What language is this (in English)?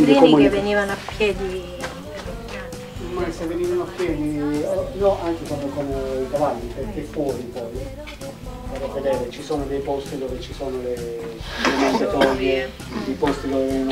Italian